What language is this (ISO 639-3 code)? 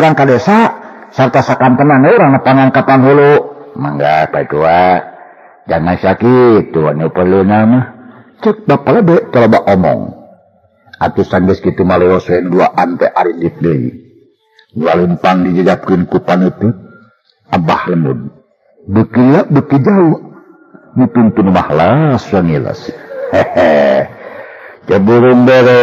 sun